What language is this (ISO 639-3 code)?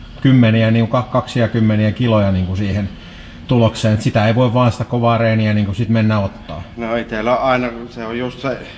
fin